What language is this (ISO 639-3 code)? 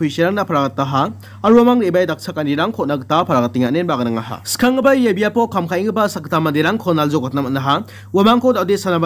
grt